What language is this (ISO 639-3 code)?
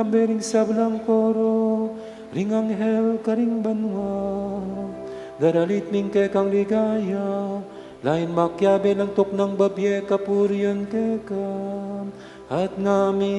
pam